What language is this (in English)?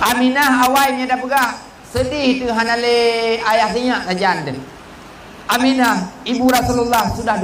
Achinese